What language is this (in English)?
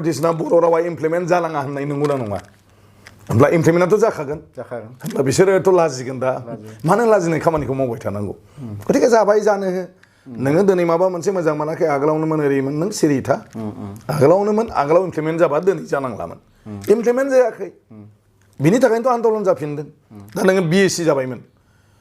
Bodo